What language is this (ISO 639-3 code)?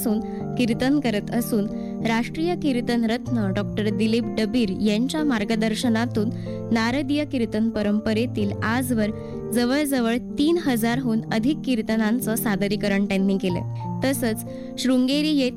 mar